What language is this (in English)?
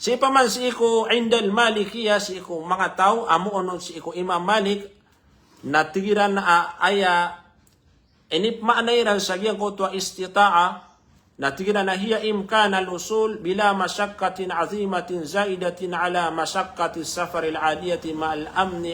Maranao